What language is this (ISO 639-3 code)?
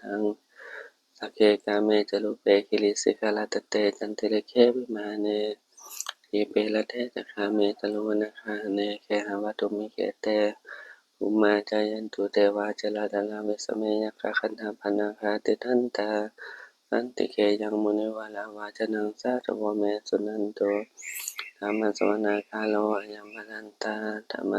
pli